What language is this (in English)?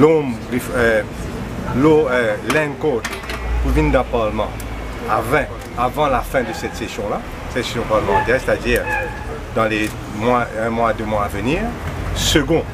Morisyen